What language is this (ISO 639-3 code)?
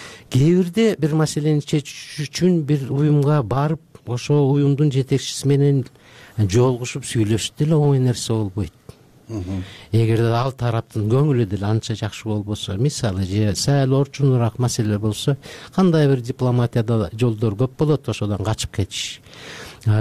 kir